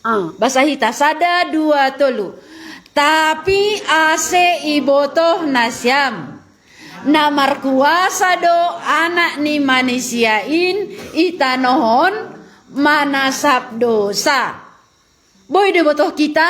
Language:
Batak Simalungun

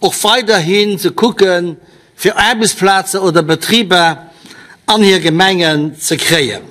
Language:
Luxembourgish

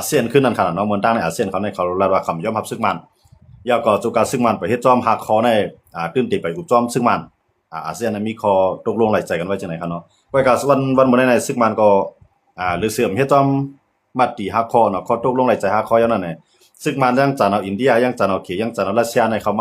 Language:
Shan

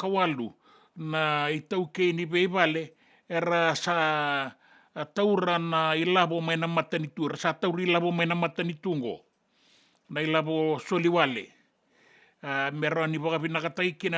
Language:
Fijian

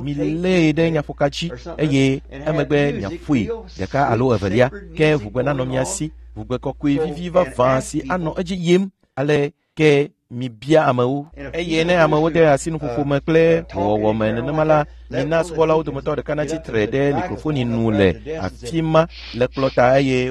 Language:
Ewe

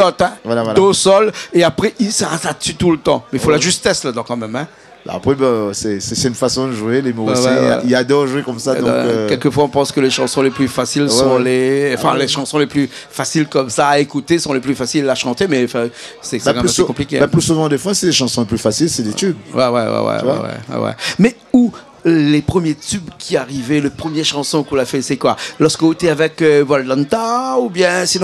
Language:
Réunion Creole French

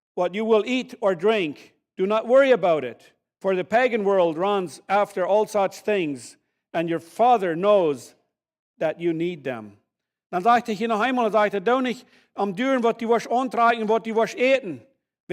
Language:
Plautdietsch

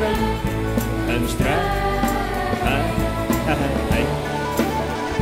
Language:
Icelandic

